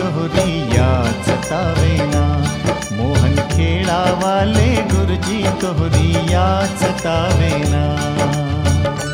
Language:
Bhojpuri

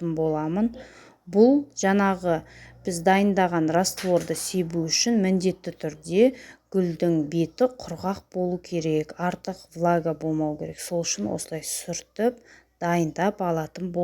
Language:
Kazakh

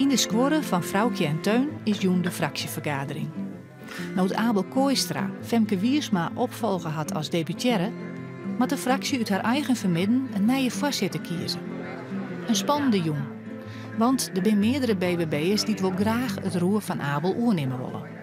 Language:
Western Frisian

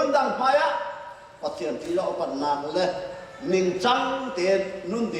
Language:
Hakha Chin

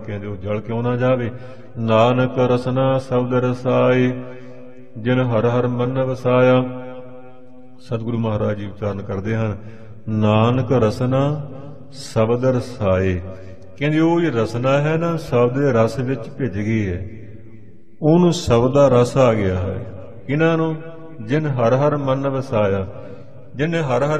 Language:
Punjabi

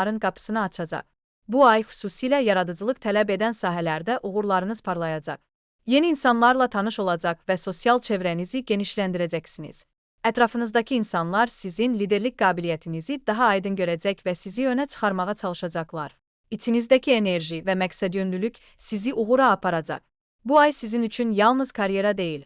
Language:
Azerbaijani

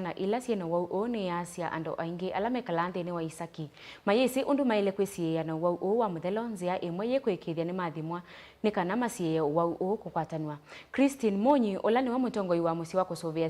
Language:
Kamba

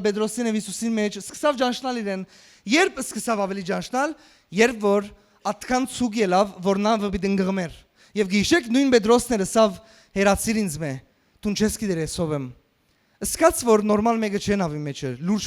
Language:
Western Armenian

